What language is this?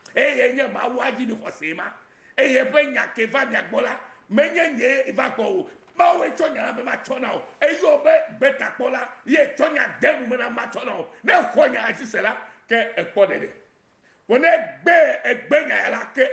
Ewe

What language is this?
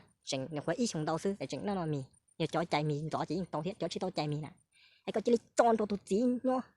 Hmong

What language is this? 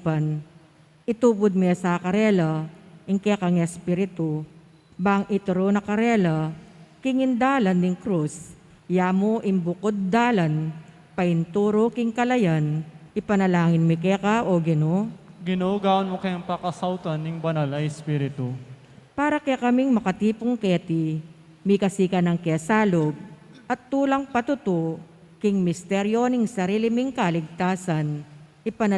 Pampanga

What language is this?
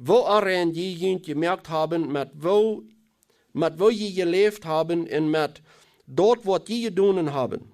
Plautdietsch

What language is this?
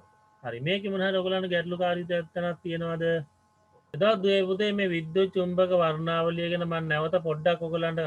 Sinhala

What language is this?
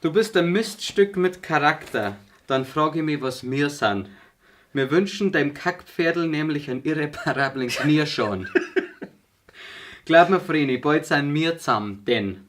Bavarian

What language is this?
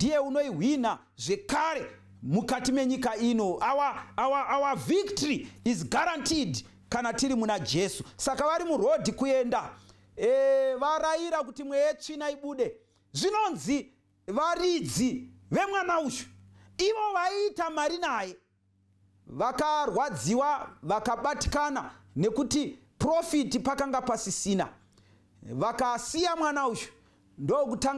Shona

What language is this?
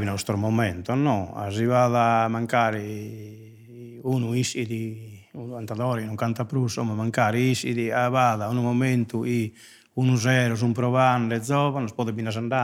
Sardinian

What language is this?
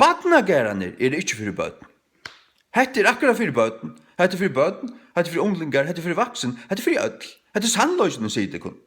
Faroese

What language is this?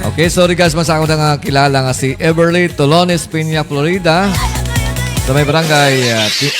Hiligaynon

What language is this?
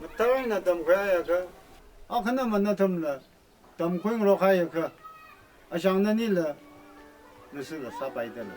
Tangkhul Naga (India)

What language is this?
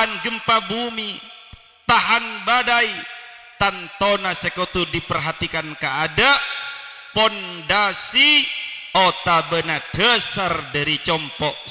Madurese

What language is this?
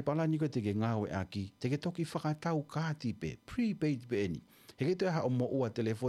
Tongan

